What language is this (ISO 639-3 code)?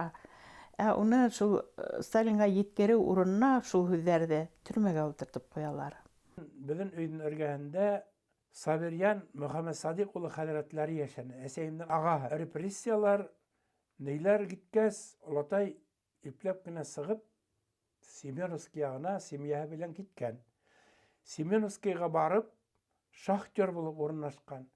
bak